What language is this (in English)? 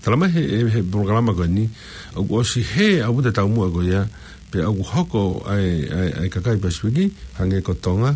Tongan